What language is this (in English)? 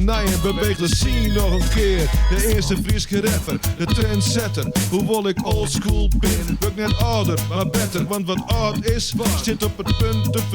Western Frisian